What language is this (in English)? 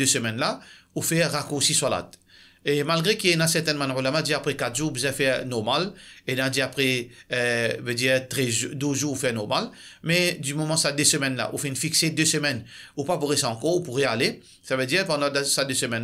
Morisyen